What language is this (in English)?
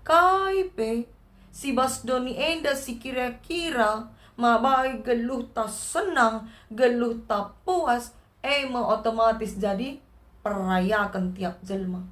Batak Karo